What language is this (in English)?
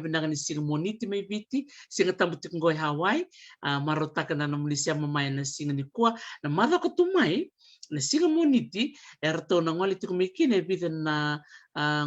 Fijian